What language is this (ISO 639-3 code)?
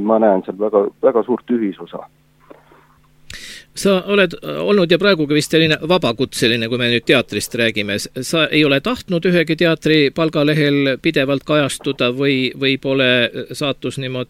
est